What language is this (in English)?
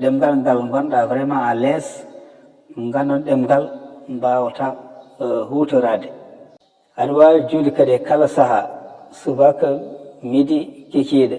Fula